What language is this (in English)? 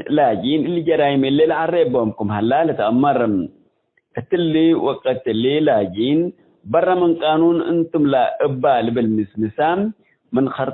Tigre